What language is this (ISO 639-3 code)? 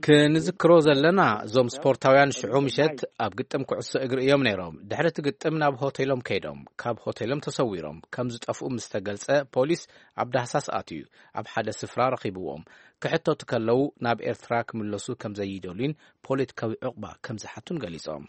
tir